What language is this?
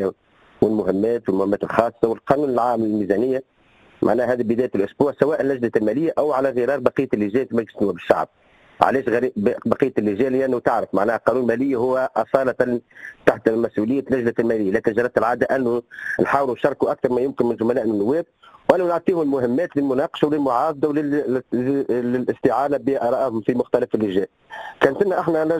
Tunisian Arabic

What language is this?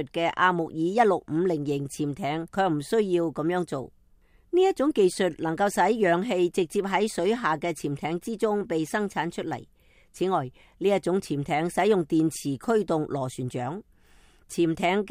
Cantonese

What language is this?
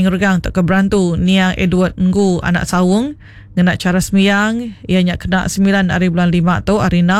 Iban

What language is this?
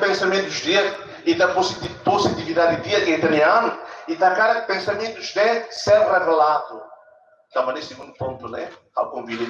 Tetum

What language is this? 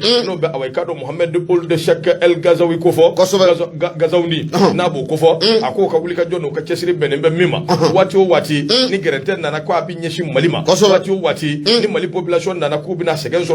Bambara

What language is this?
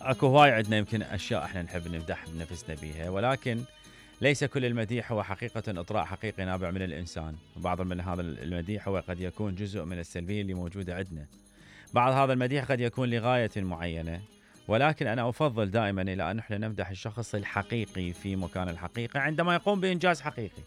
Mesopotamian Arabic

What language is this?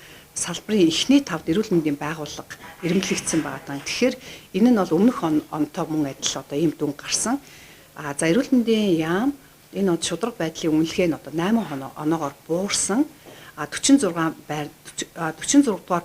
Mongolian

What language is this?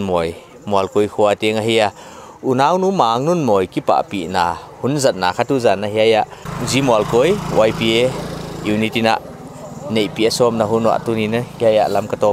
Paite Chin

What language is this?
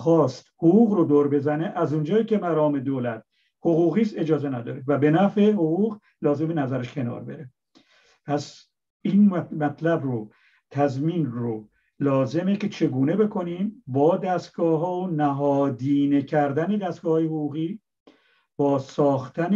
Persian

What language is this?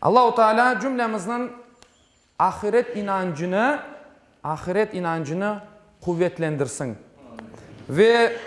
Crimean Tatar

